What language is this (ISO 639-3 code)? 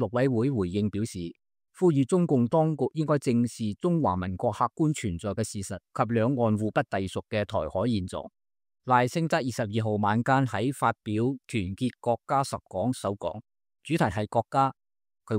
yue